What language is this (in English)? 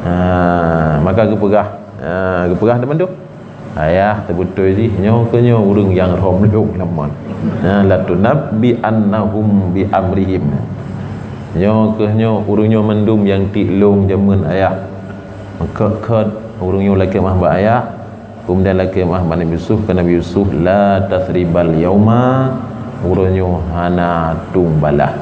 Achinese